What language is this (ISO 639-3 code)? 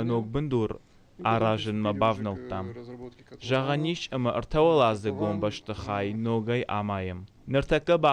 oss